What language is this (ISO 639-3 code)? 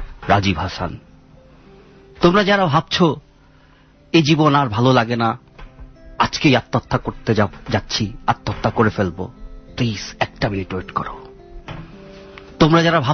ben